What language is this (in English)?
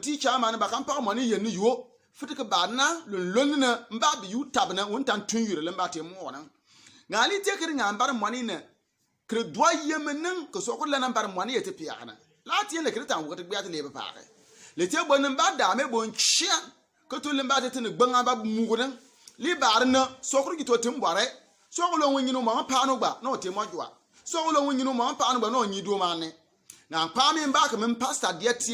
Bimoba